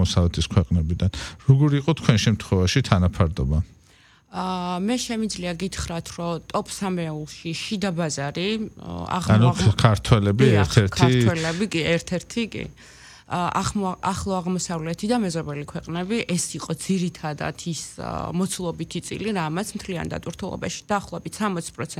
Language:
Georgian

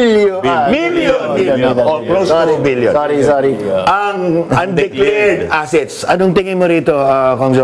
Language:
Filipino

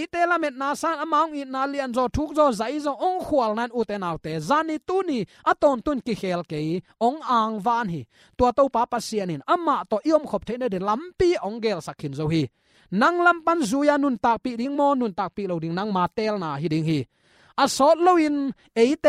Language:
Tedim Chin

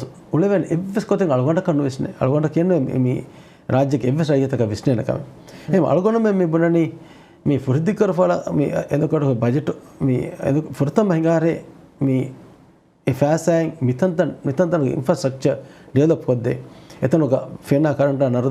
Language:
Divehi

